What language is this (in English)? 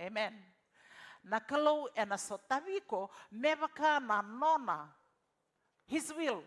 Fijian